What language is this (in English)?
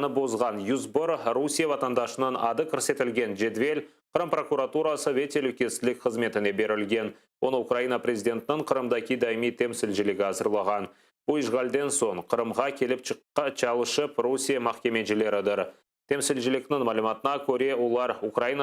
Crimean Tatar